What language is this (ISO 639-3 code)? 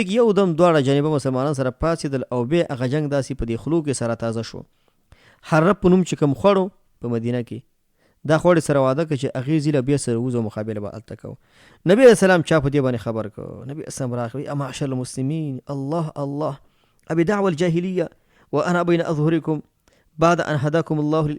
pus